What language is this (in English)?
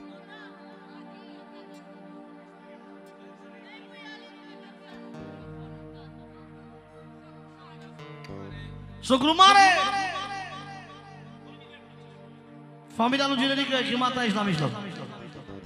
Romanian